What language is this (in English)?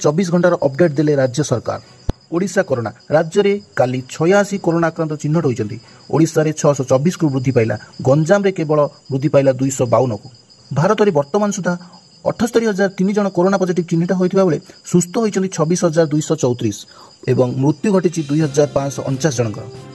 Odia